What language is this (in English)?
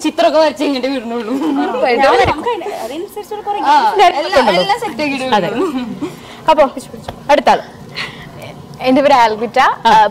Malayalam